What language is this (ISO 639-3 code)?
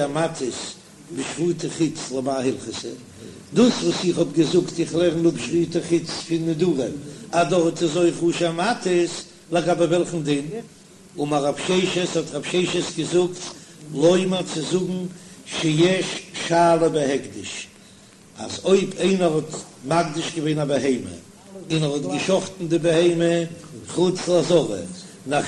yid